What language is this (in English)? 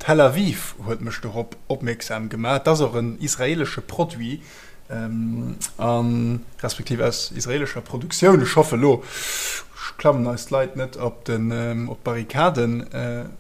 Luxembourgish